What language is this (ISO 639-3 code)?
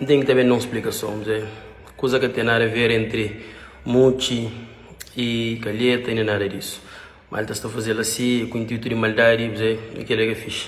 kea